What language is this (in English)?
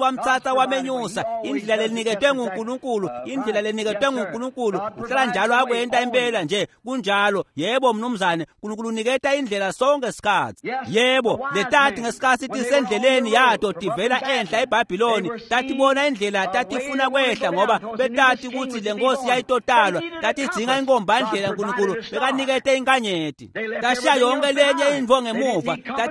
Swati